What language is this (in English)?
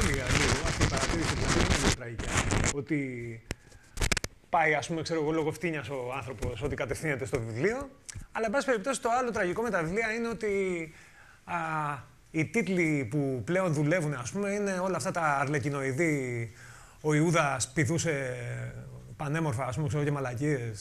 Greek